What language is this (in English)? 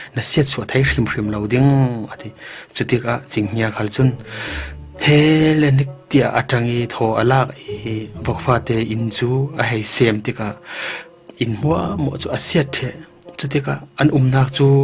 Falam Chin